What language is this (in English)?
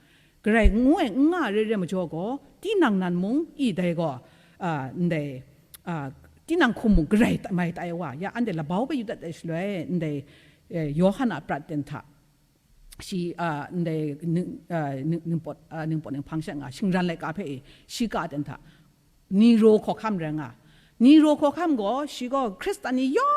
Kachin